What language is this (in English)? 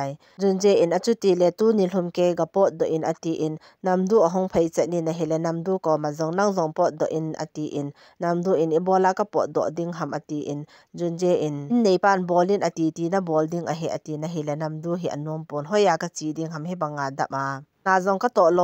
Thado Chin